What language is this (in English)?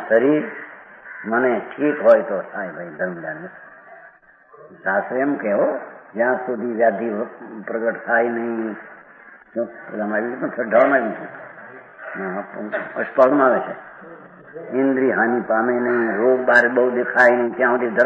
Gujarati